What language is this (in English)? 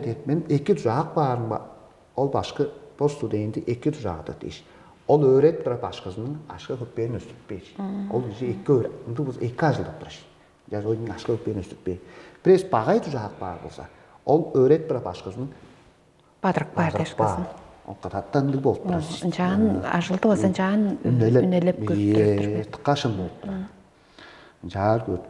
Tuvinian